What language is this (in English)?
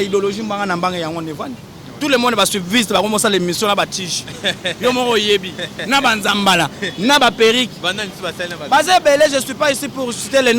Lingala